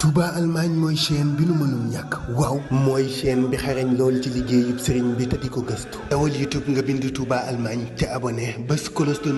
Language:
Wolof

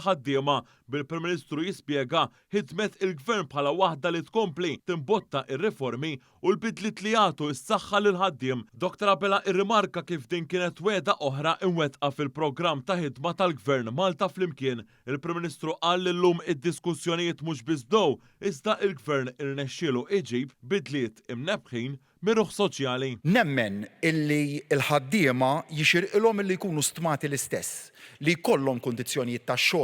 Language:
Maltese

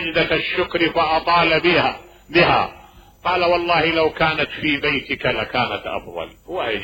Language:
Mesopotamian Arabic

